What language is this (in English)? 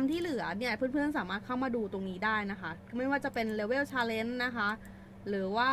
Thai